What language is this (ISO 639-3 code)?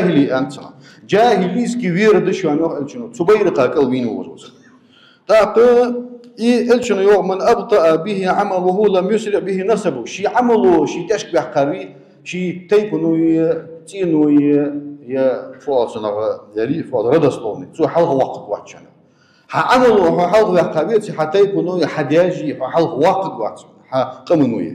inh